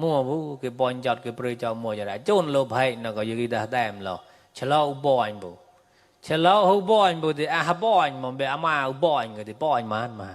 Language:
Mon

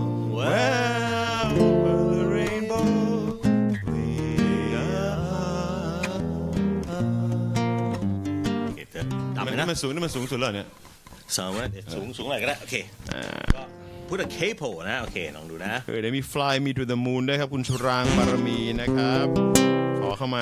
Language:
Thai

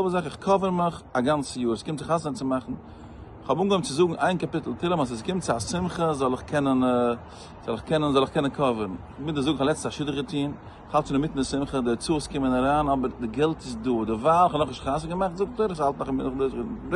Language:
Yiddish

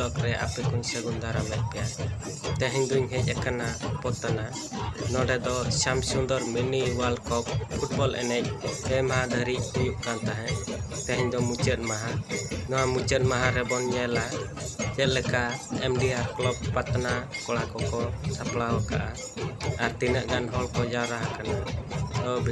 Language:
Santali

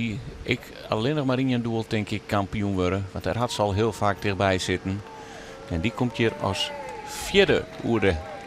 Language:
Western Frisian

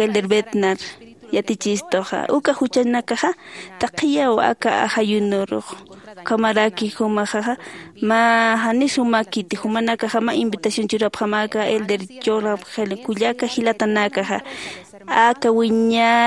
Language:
Aymara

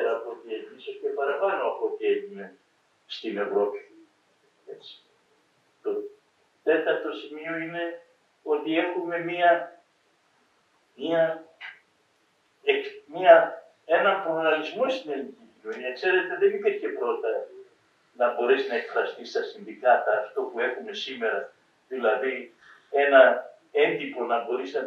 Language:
Greek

